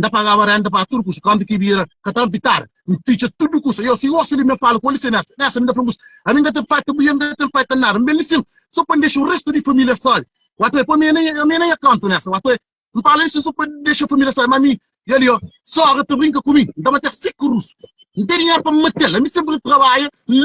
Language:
Kabuverdianu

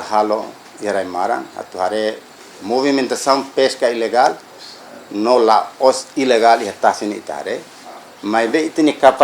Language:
Tetum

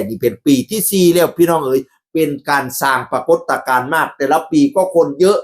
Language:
Northeastern Thai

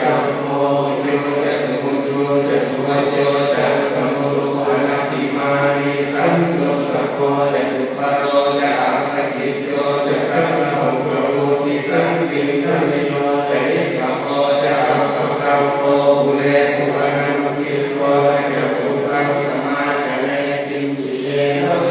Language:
Pali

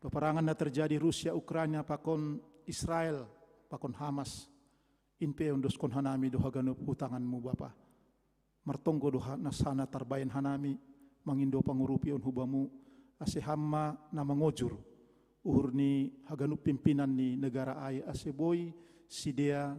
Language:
Batak Simalungun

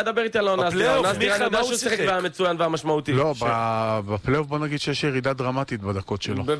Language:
Hebrew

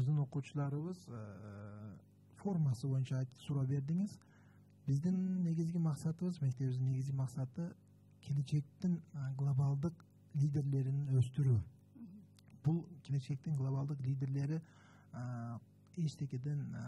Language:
Kyrgyz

